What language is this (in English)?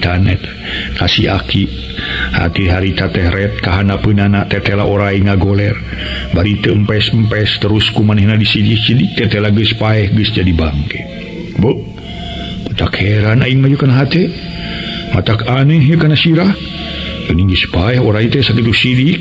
Sundanese